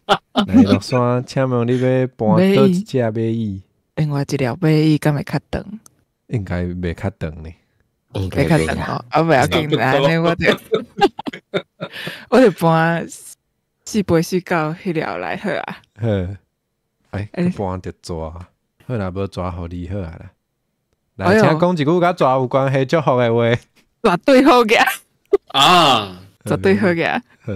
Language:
Min Nan Chinese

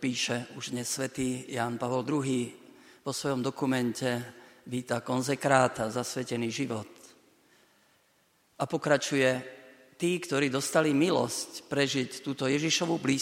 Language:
Slovak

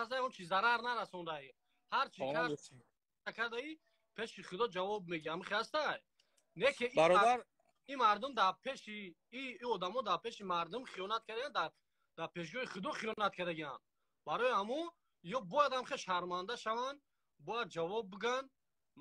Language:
Tajik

